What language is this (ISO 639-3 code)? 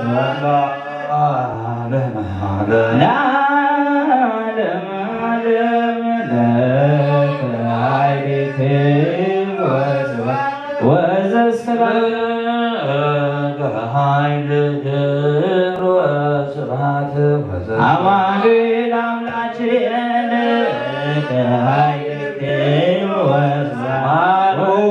gez